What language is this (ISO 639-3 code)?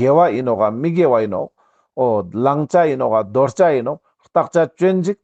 lbj